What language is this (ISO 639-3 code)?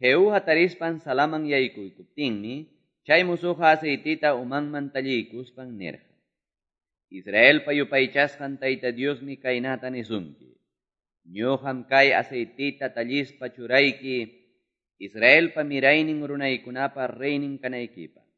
que